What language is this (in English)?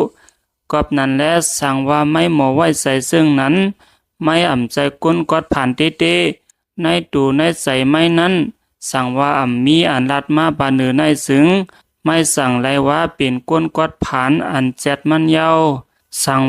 Shan